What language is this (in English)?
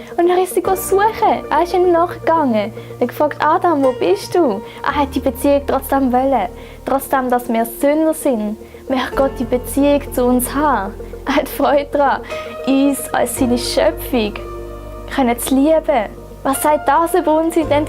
Swiss German